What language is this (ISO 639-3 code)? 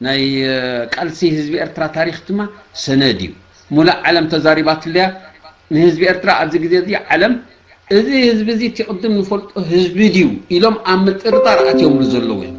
tir